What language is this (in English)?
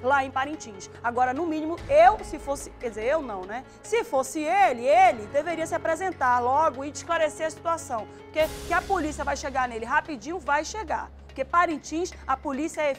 Portuguese